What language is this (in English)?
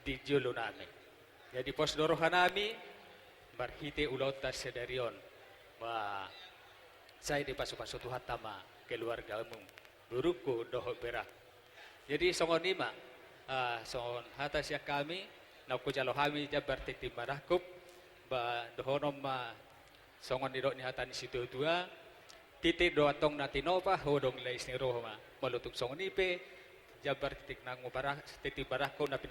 Batak Toba